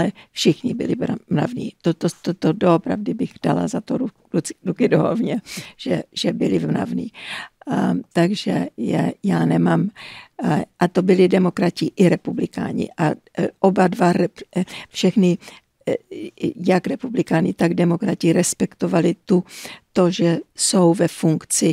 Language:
Czech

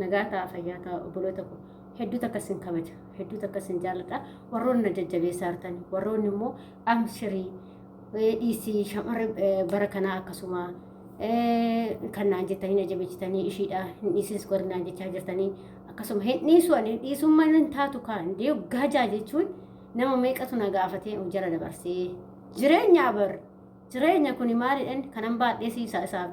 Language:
Oromo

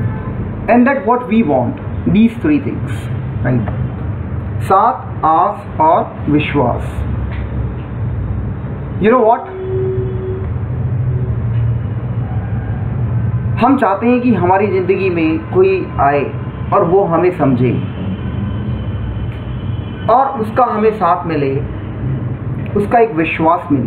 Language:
Hindi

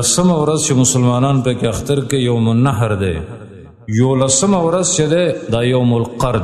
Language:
Pashto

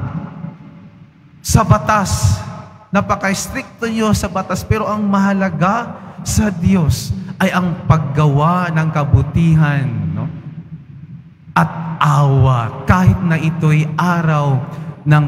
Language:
Filipino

